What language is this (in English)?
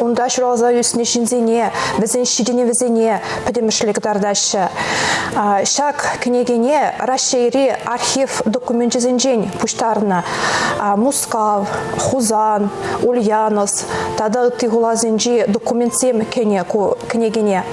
Chuvash